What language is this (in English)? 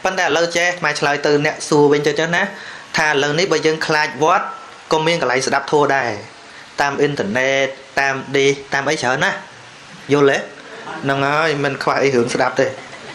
Khmer